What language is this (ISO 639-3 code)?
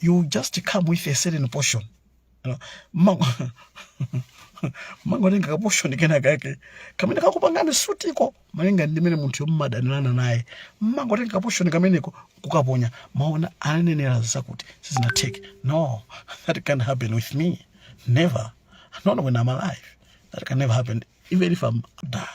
nya